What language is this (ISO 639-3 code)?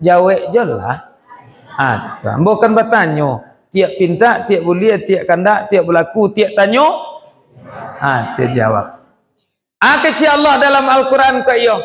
min